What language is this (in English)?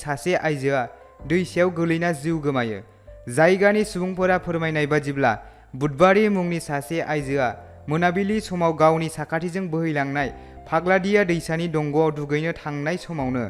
Bodo